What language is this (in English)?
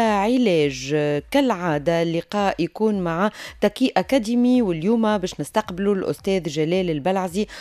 Tunisian Arabic